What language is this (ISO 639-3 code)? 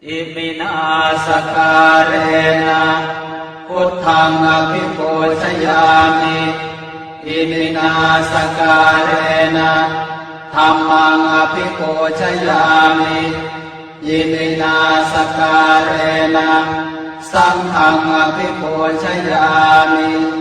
pli